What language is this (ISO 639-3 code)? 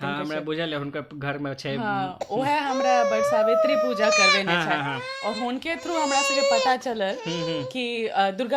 mai